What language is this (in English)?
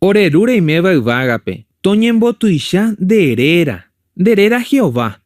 Guarani